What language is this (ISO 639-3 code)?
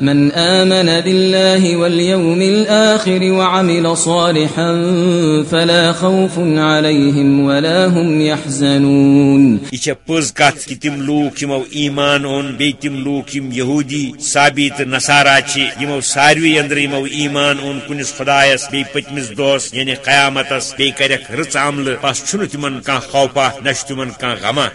kas